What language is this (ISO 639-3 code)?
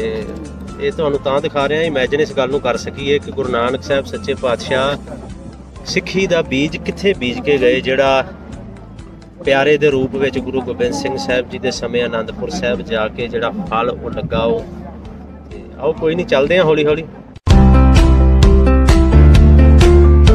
pan